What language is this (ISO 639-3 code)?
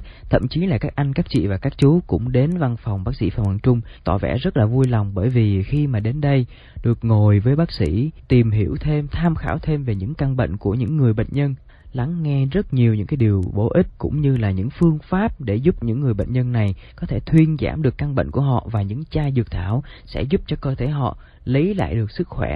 vie